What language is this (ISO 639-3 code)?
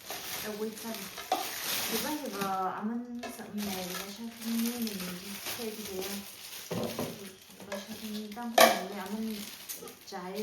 nmf